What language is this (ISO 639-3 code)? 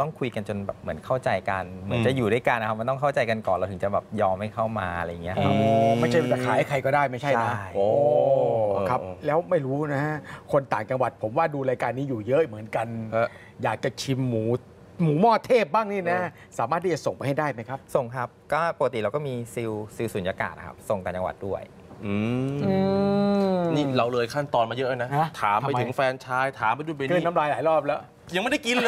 tha